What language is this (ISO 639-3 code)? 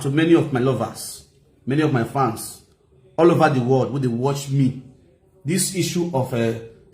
pcm